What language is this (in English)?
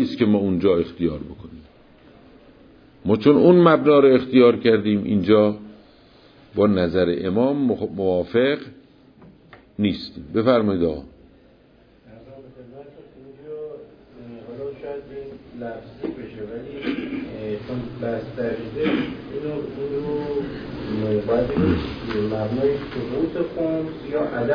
Persian